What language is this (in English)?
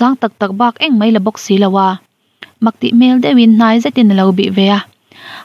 Mizo